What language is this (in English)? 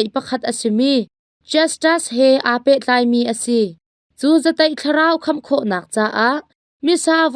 Hakha Chin